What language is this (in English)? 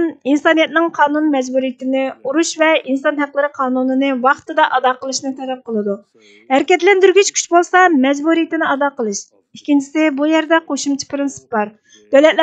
Uyghur